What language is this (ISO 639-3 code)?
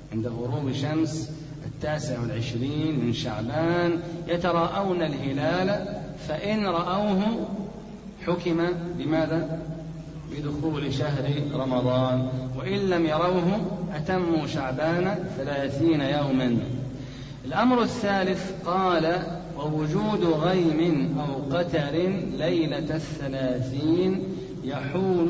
ara